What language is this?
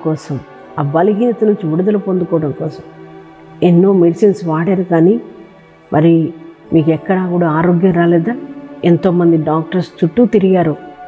Telugu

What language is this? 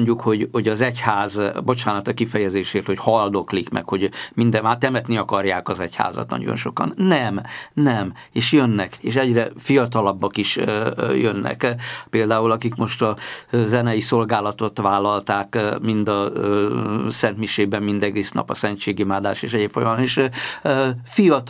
Hungarian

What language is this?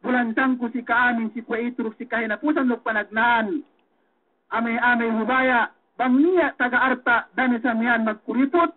Yakan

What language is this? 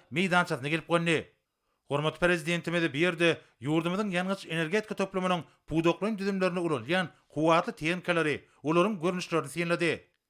Turkmen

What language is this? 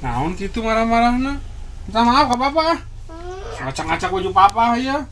Sundanese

